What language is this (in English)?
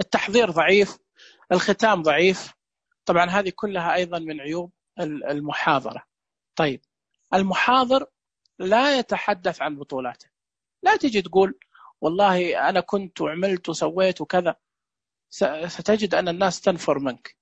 Najdi Arabic